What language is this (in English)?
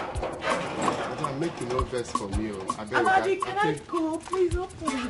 Nigerian Pidgin